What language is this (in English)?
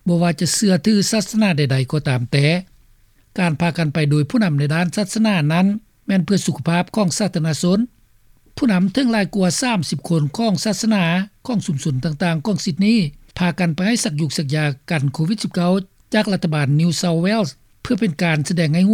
Lao